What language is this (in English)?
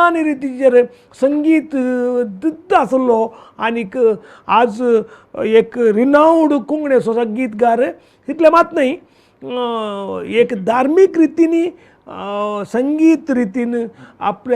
Konkani